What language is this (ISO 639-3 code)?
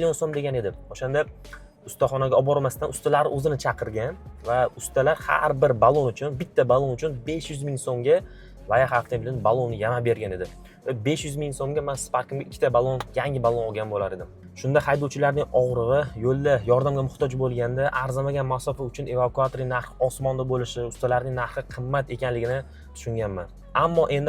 uzb